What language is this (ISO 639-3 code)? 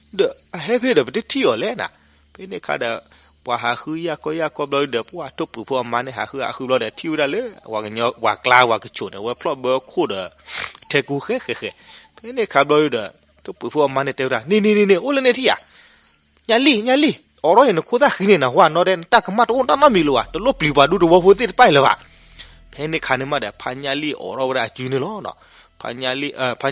ksw